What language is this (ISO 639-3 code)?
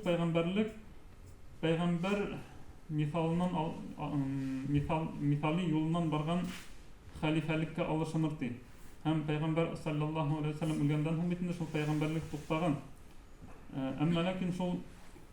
bak